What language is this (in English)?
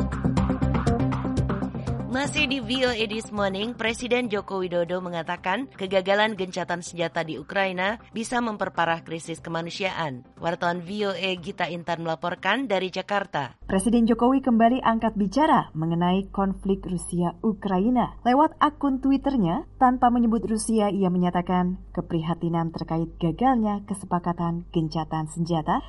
Indonesian